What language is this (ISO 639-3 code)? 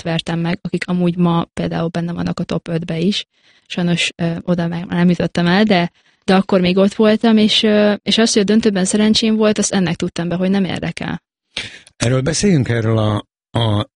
hun